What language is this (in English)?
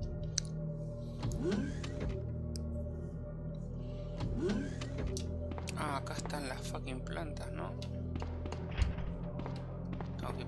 Spanish